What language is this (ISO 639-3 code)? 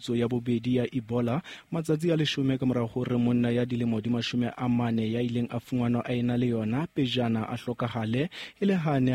sot